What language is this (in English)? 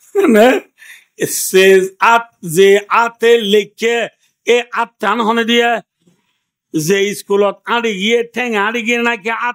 Rohingya